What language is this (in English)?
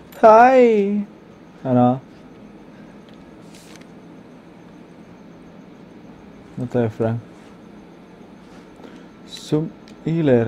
Spanish